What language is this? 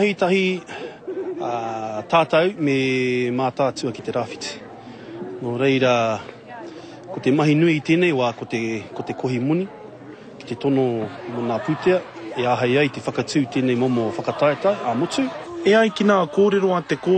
Māori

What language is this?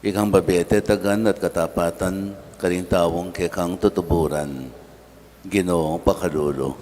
Pampanga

